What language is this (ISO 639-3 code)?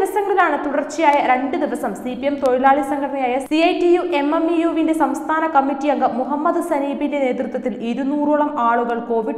mal